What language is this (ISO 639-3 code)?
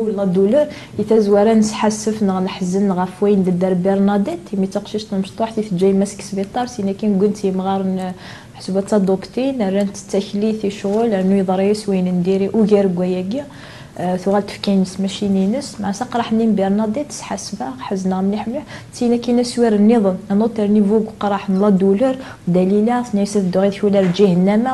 kab